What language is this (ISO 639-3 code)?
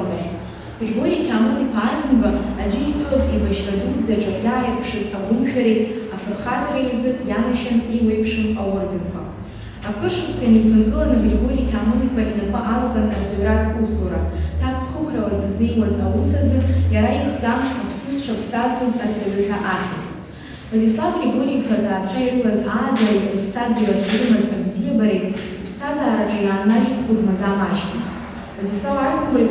abk